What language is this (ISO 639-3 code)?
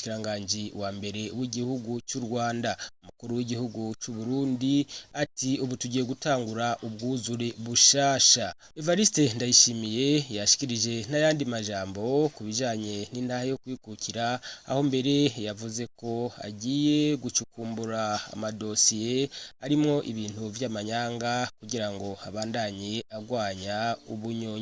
run